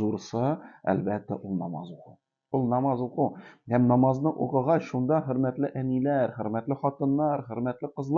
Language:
Tatar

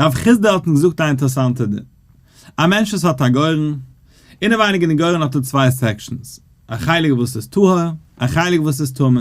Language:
Yiddish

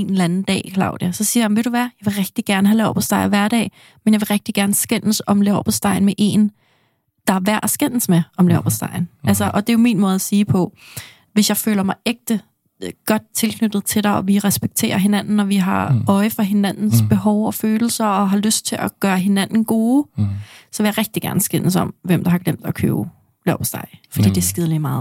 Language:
Danish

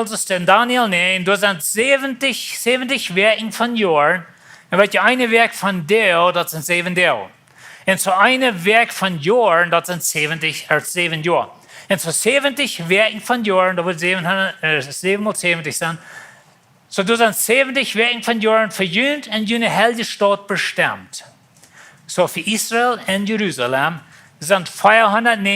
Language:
Plautdietsch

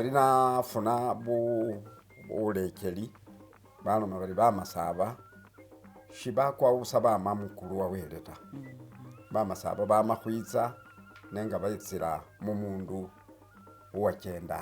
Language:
Masaaba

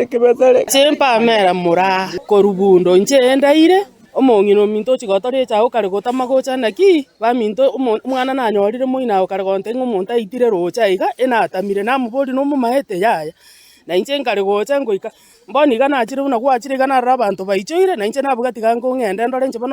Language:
Gusii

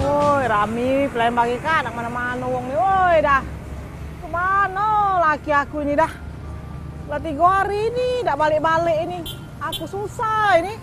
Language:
Musi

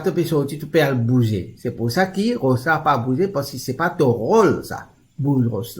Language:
Morisyen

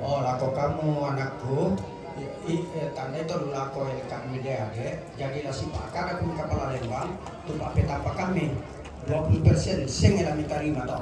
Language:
Toraja-Sa'dan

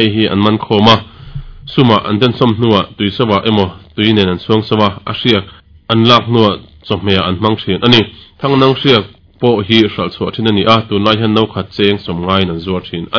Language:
Mizo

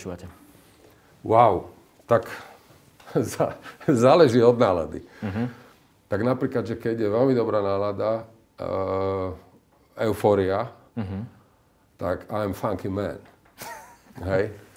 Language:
Slovak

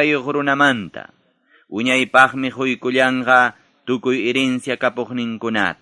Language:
Ayacucho Quechua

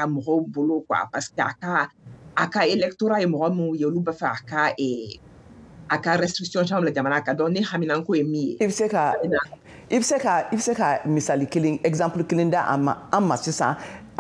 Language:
Bambara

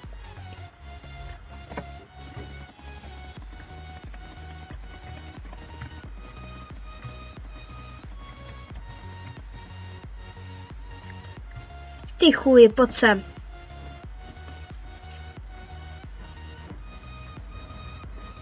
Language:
Czech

